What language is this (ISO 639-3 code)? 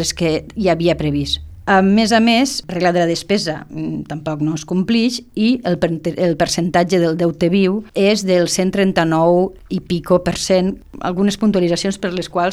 cat